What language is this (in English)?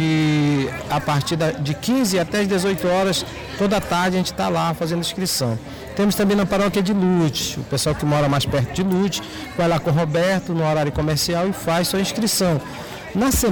Portuguese